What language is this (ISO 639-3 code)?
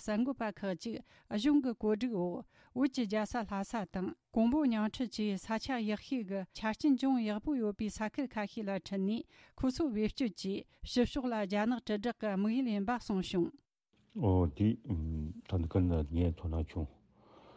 bod